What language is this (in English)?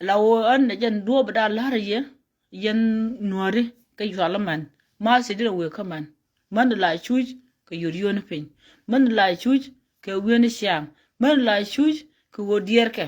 Nuer